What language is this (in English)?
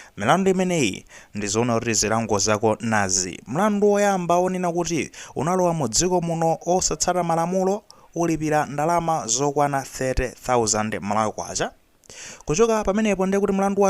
Nyanja